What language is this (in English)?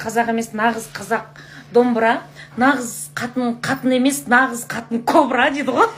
Kazakh